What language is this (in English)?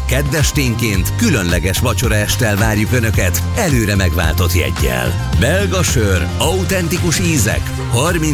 Hungarian